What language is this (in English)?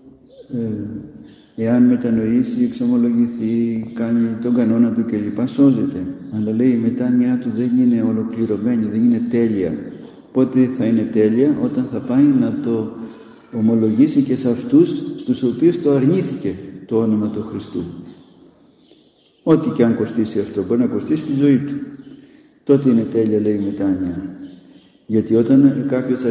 Greek